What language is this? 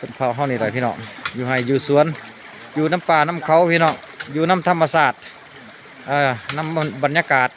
Lao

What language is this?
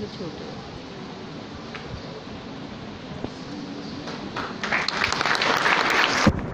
Urdu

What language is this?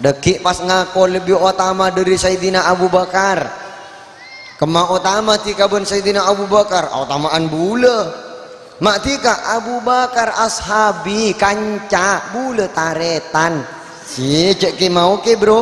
Madurese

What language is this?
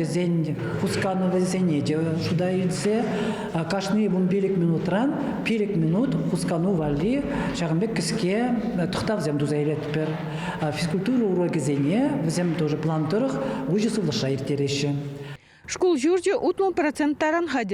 Chuvash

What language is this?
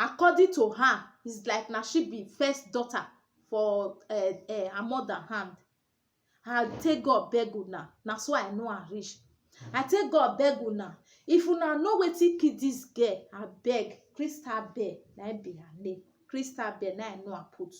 Nigerian Pidgin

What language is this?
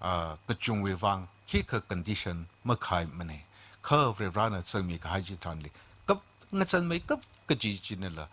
Tangkhul Naga (India)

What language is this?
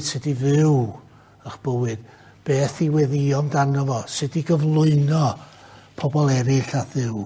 Welsh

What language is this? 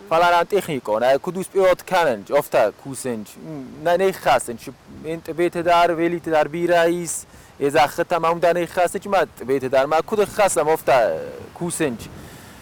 Ossetic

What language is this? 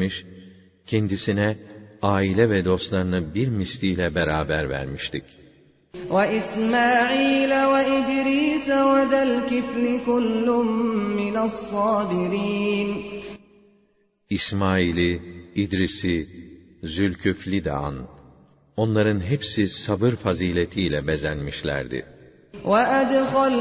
Turkish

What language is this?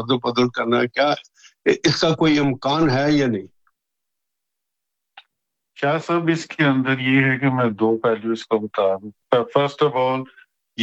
Urdu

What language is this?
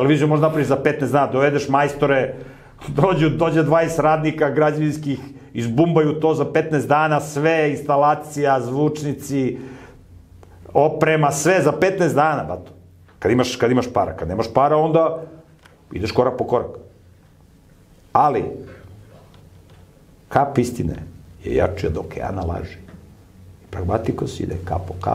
Serbian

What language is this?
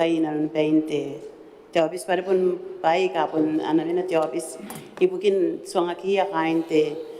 Gilbertese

